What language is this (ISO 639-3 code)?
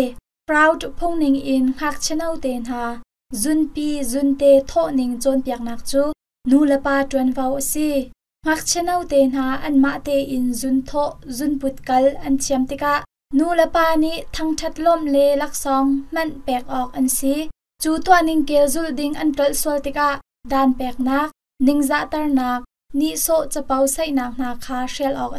cnh